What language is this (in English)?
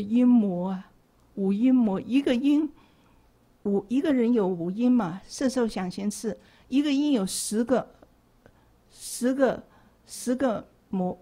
Chinese